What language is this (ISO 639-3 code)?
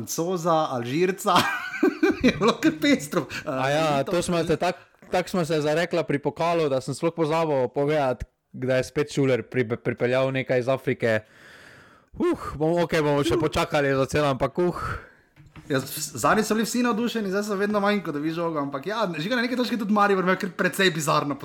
slv